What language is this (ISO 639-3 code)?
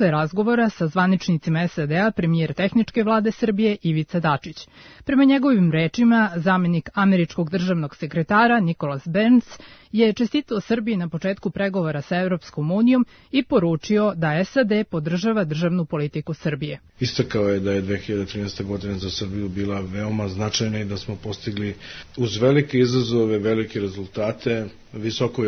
srp